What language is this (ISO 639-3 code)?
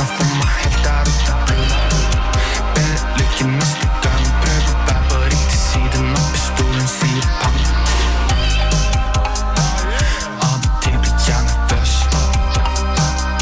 nor